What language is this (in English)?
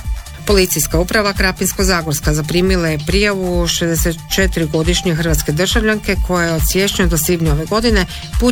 Croatian